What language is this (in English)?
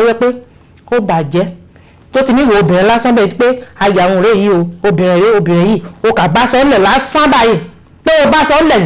Yoruba